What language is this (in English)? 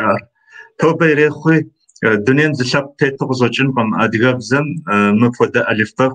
Kabardian